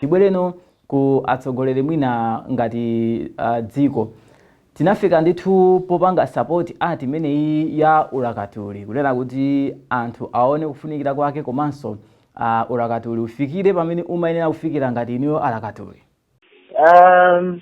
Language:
Nyanja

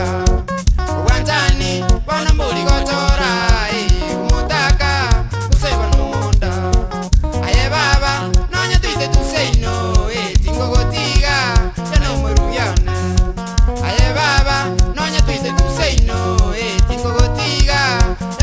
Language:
Gusii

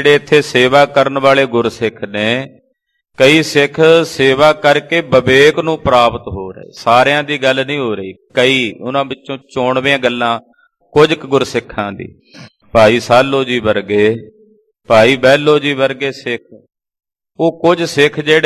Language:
Punjabi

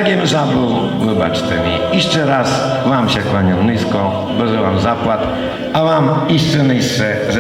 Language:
Rusyn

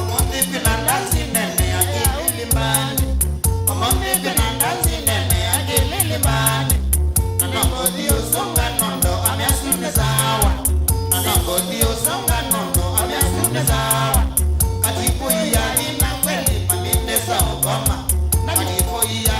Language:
Kamba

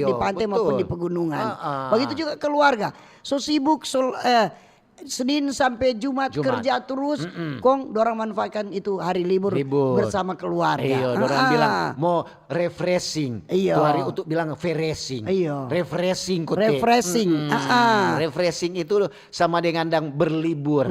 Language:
Manado Malay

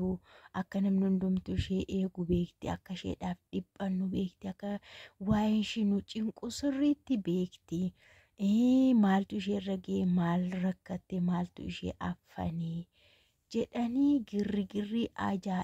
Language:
Oromo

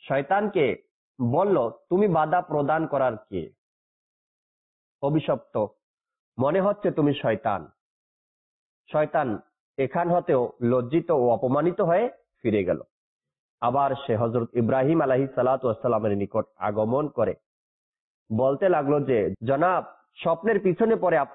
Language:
Bangla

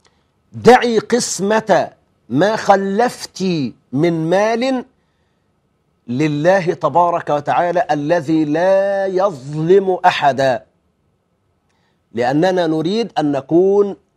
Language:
Arabic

